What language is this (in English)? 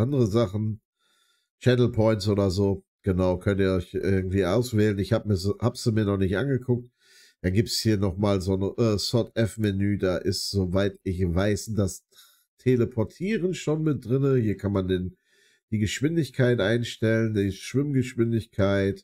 German